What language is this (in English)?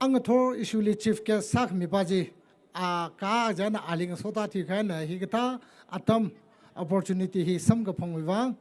Tangkhul Naga (India)